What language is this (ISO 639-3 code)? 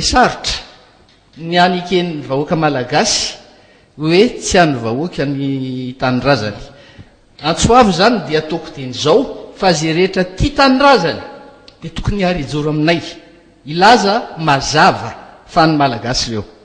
mlg